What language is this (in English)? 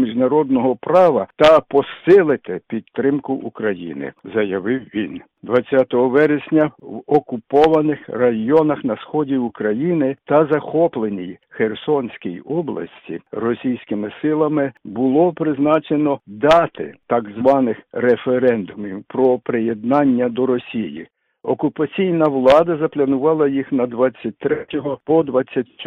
Ukrainian